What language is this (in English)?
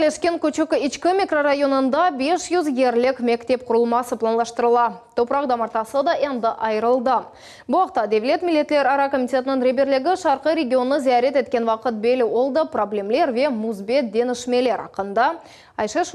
Crimean Tatar